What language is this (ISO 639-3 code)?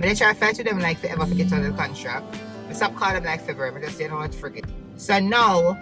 jam